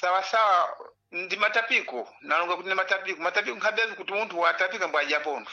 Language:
Sena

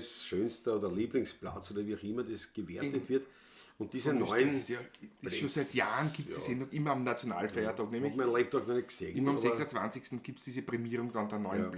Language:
Bavarian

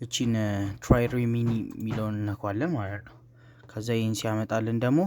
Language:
Amharic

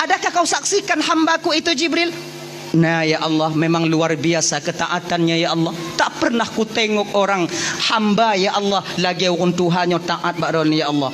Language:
Achinese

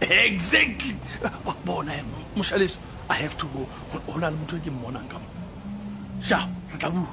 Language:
Southern Sotho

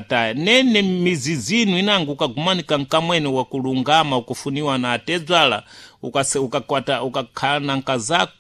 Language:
Sena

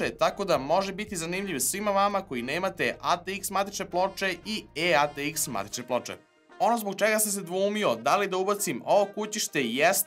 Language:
Serbian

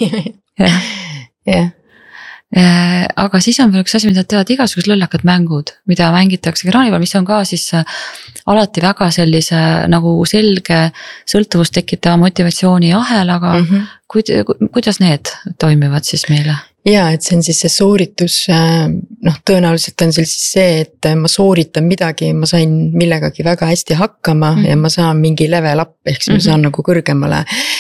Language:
Estonian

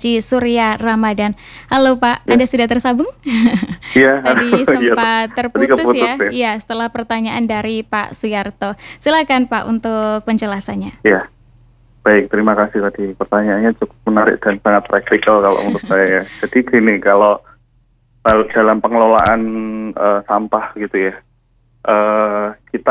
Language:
Indonesian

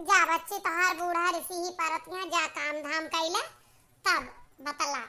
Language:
Awadhi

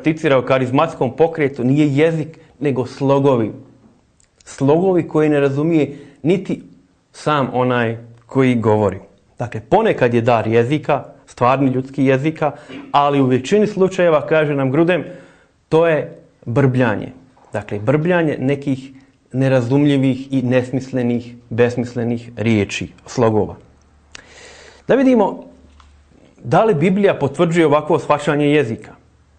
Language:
Croatian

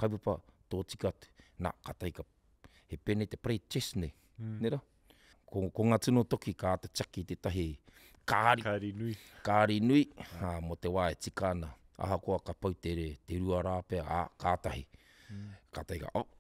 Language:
Māori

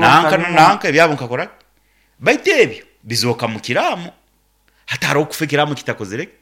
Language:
Nyankole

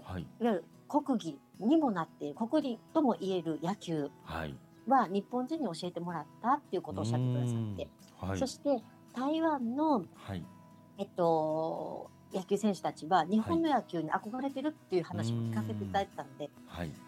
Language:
Japanese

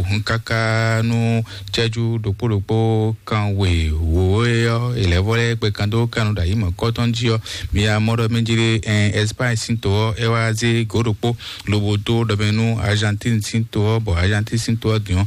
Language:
Fon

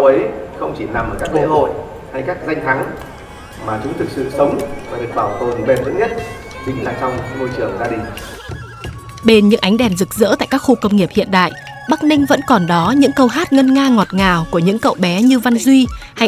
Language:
Vietnamese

